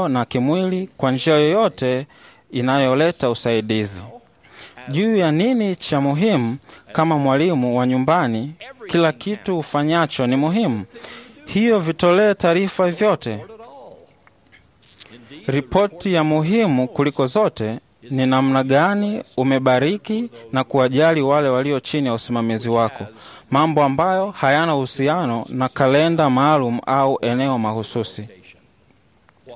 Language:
Swahili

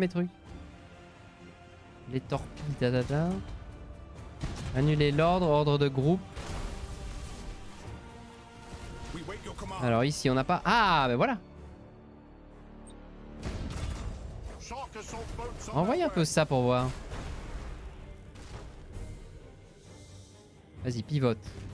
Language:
French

